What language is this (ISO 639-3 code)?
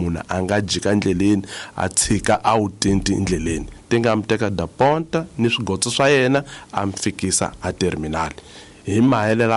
tso